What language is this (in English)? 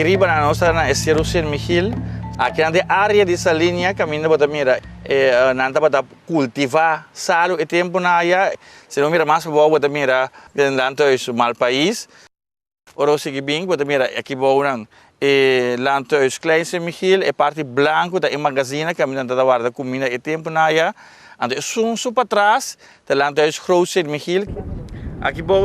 Papiamento